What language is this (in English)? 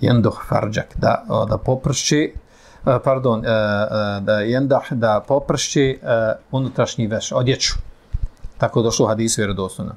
Bosnian